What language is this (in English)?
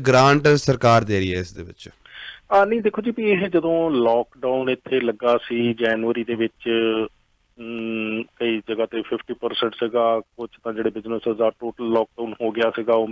Punjabi